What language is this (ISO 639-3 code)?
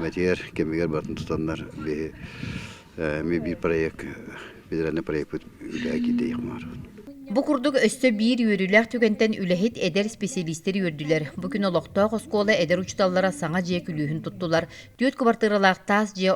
sah